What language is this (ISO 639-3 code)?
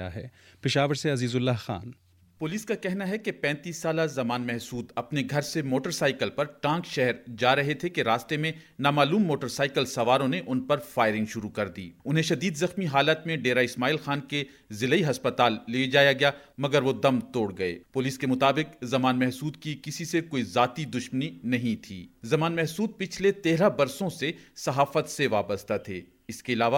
urd